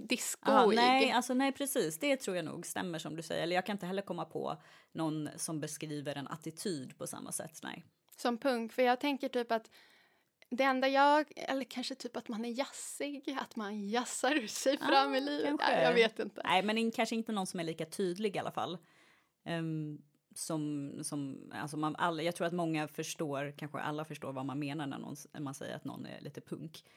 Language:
Swedish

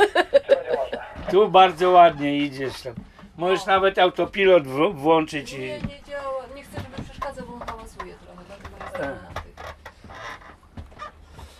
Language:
Polish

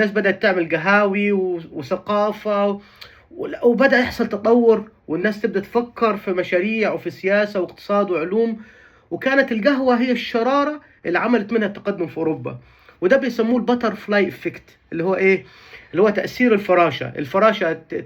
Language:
Egyptian Arabic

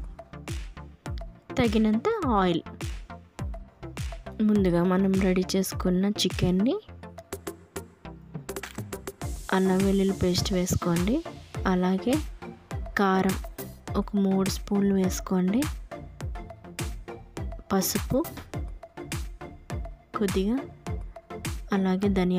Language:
Telugu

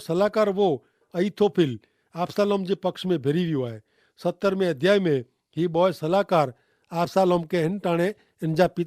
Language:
Kachhi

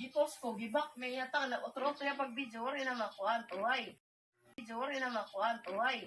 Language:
Waray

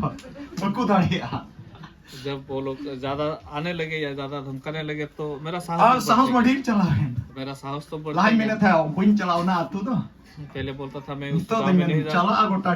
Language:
Santali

